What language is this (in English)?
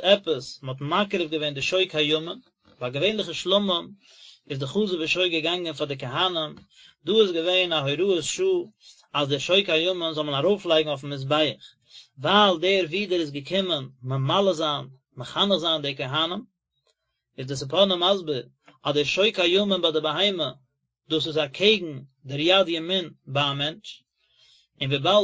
Yiddish